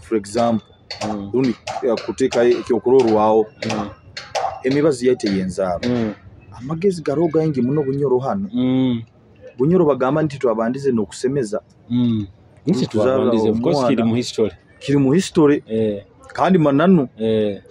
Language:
Nyoro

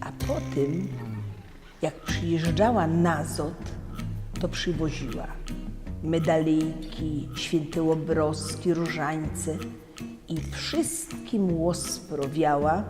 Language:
Silesian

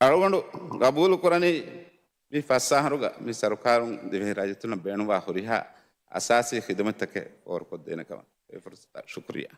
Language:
Divehi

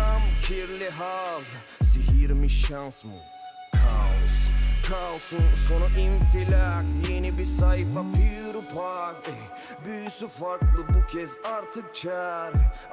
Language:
Turkish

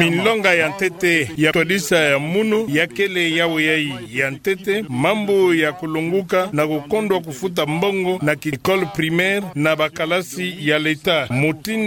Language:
Kituba (Democratic Republic of Congo)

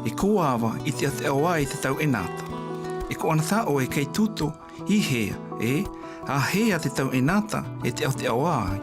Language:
South Marquesan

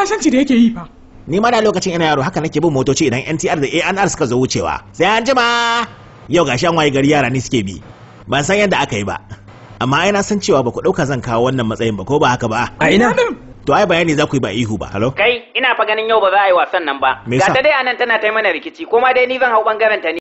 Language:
Hausa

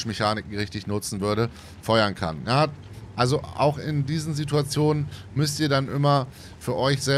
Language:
German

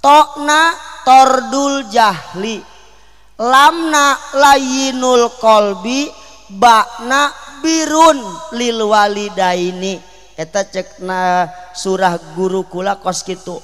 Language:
Sundanese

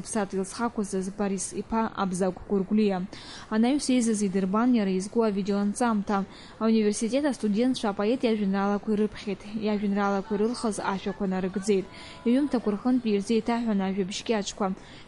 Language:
Abkhazian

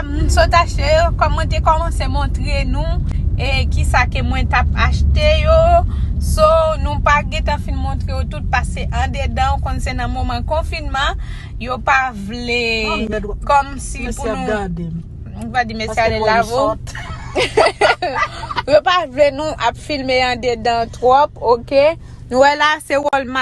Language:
Haitian Creole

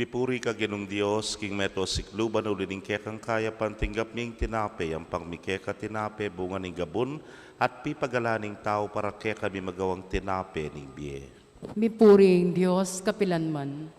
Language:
Pampanga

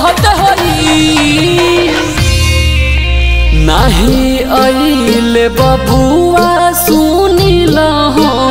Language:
Bhojpuri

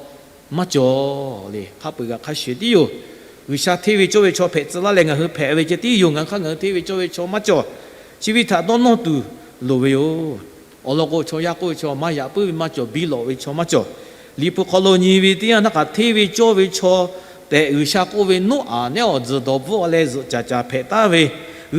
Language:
Lahu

